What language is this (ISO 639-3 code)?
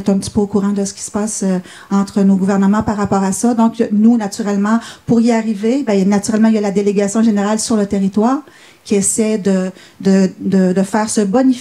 fra